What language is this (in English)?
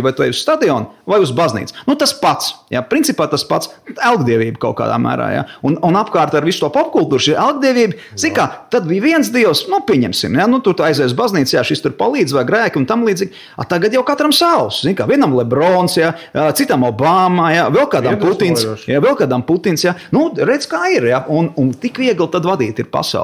Latvian